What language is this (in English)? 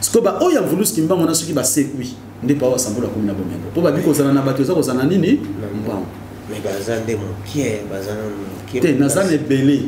Lingala